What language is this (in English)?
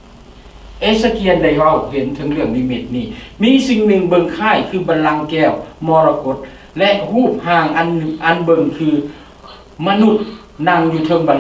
Lao